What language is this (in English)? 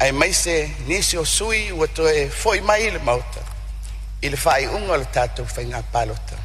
Samoan